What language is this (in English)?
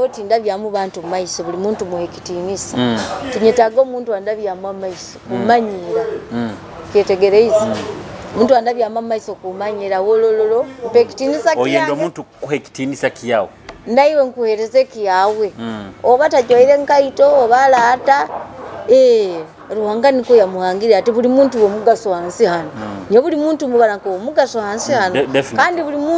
Nyoro